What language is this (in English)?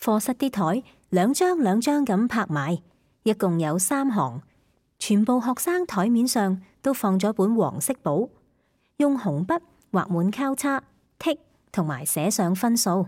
Cantonese